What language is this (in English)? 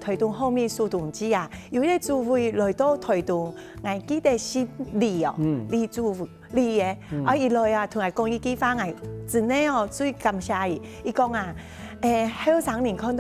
Hakka Chinese